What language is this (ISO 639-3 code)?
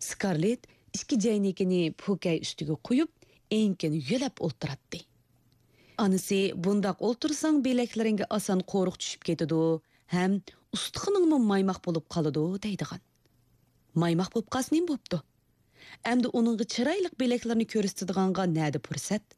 uig